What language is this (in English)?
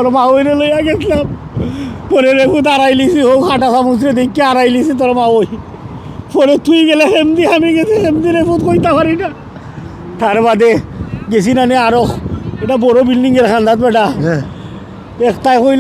Sylheti